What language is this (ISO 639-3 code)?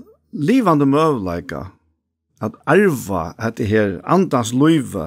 fao